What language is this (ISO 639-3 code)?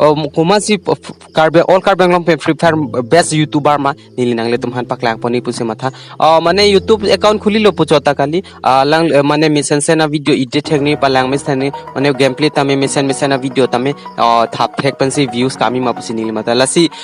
mjw